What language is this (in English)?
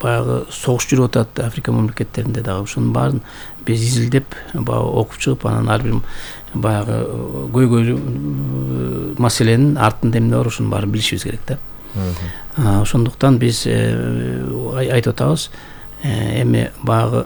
Kyrgyz